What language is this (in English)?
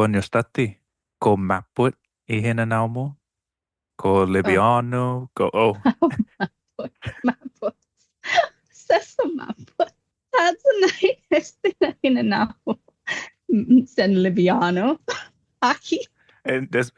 Chamorro